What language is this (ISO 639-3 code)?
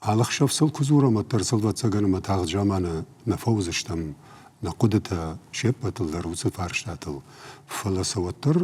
oss